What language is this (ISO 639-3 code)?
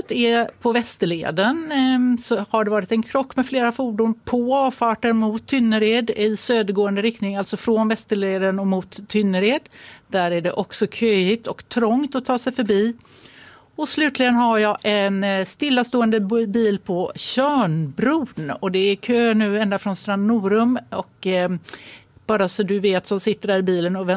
swe